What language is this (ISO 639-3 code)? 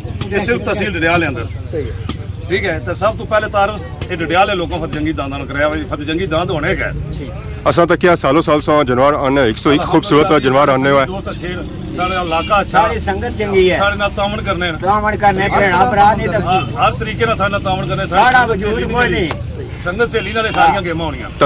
phr